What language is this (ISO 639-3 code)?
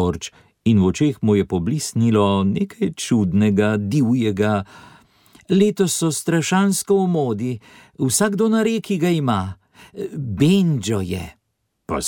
slv